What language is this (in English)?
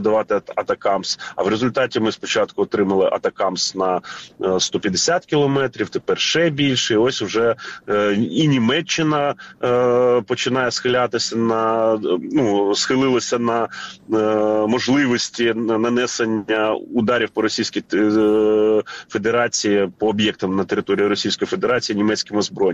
Ukrainian